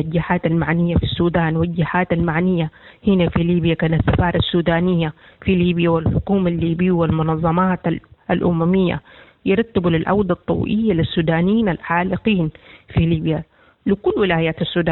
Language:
Sudanese Arabic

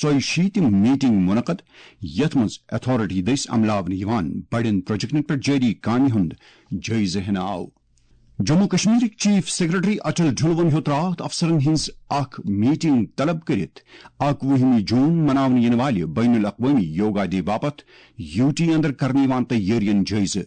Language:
Kashmiri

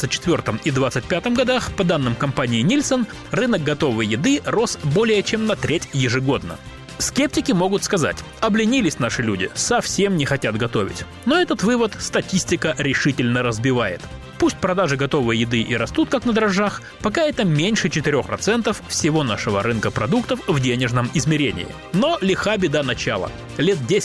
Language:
Russian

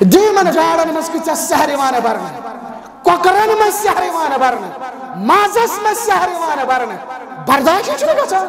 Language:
Kashmiri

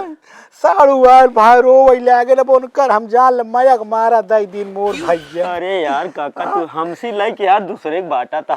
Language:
Awadhi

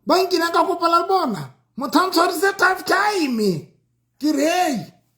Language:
Southern Sotho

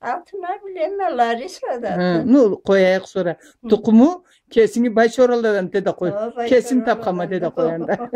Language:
Karachay-Balkar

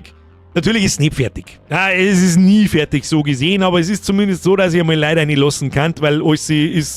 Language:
Bavarian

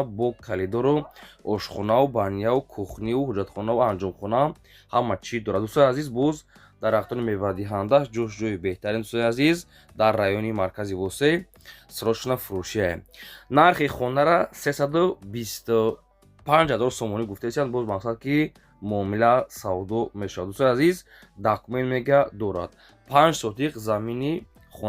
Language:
Tajik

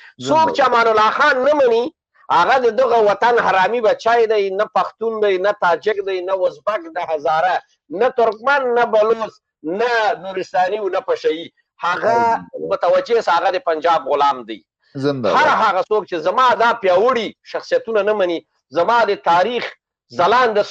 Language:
Pashto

